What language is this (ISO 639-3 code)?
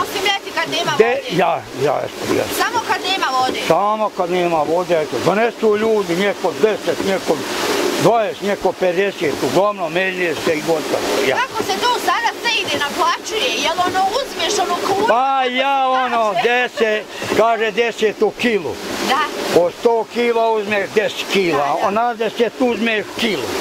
bos